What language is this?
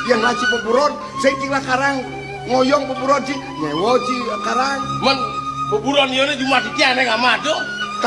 Balinese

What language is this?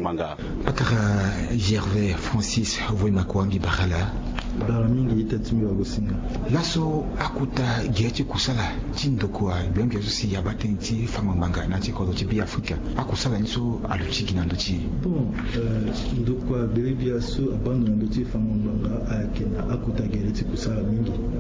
Sango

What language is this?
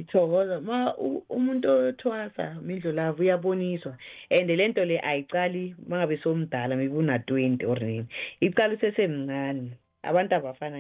South Ndebele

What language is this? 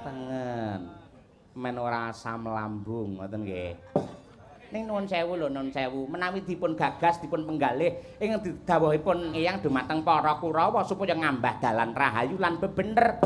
Javanese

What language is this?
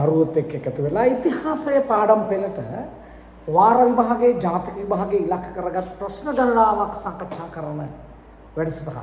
Sinhala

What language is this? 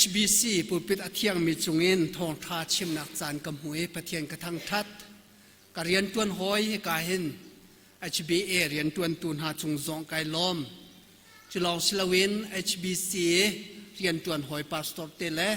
Hakha Chin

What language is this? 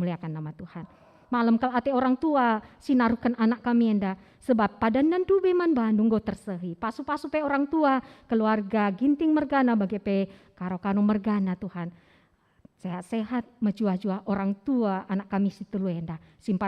Batak Karo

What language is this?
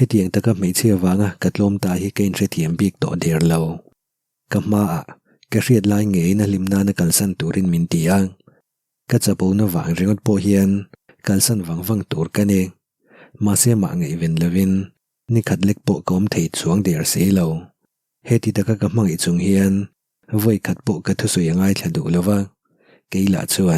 Mizo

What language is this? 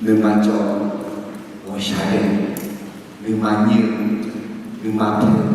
Akha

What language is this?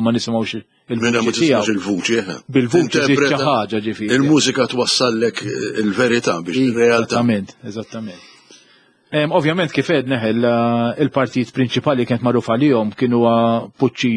Maltese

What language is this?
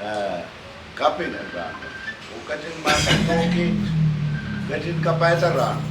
Pohnpeian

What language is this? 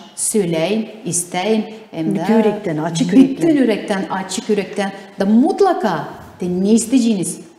Gagauz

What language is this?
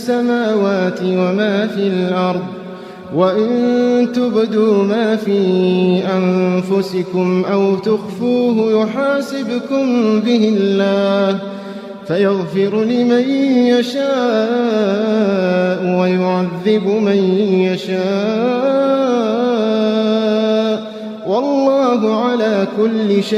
Arabic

